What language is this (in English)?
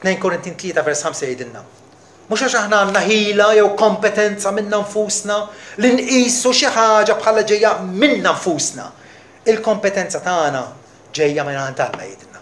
Maltese